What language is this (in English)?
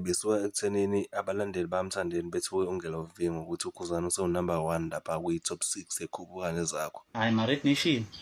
Zulu